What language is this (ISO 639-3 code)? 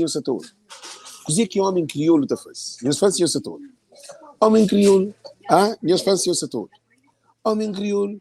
kea